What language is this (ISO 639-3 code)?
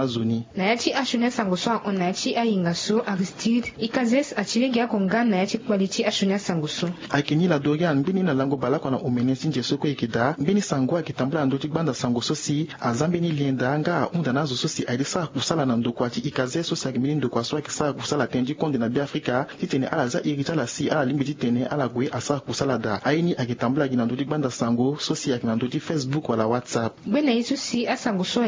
sag